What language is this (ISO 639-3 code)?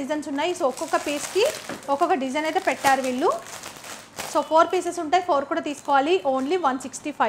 tel